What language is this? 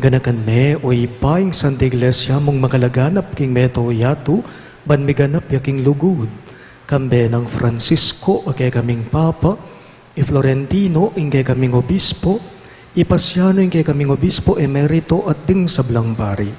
Pampanga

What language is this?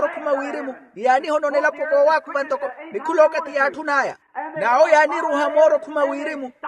Makhuwa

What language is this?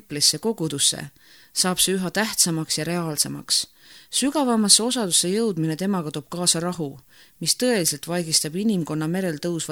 Estonian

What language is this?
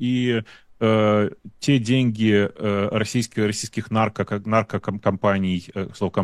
Russian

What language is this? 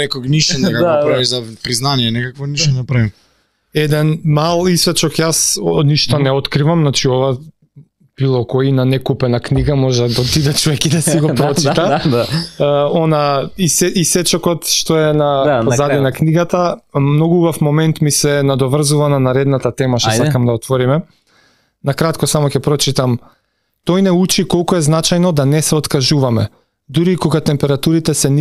Macedonian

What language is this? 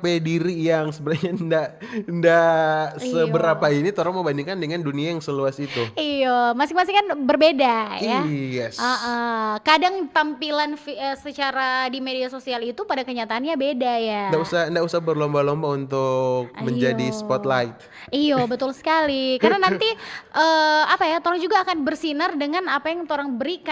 Manado Malay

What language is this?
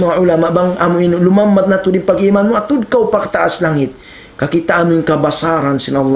Tausug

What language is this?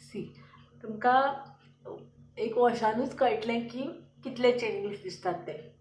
Konkani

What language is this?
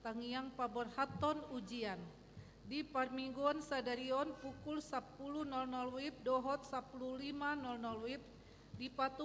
Batak Toba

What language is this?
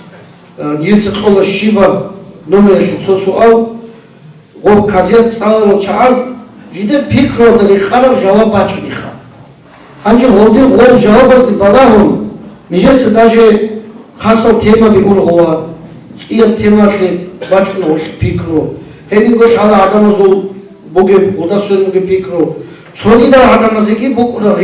Avaric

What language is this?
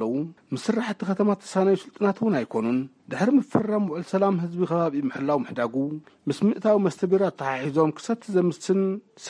Tigrinya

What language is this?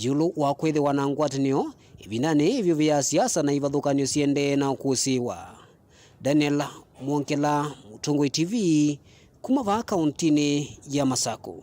Kamba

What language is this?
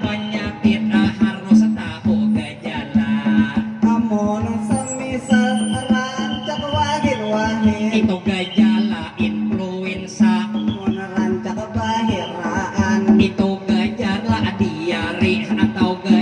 Banjar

